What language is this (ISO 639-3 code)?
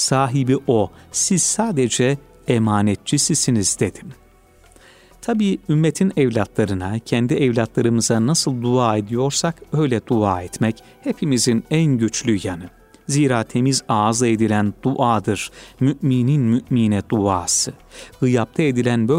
tur